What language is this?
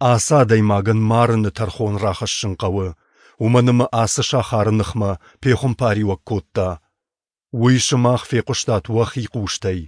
Ossetic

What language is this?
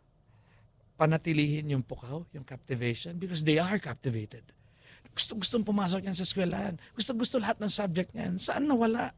Filipino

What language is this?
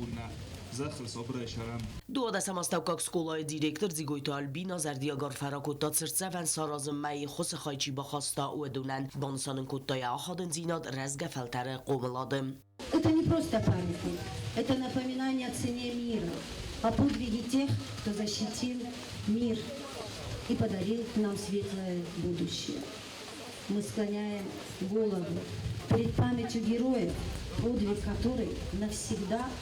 Ossetic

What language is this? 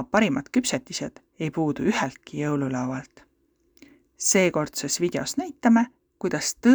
Estonian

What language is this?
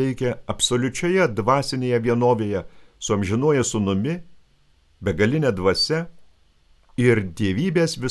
Lithuanian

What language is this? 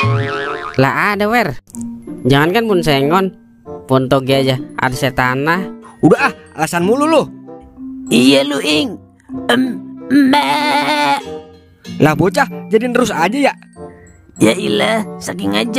Betawi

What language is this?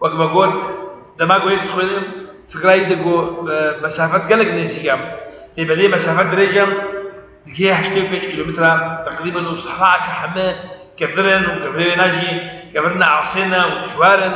Kurdish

